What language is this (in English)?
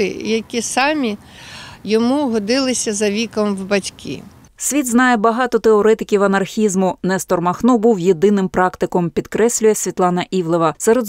Ukrainian